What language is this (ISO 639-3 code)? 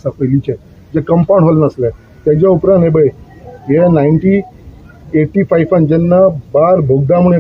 kok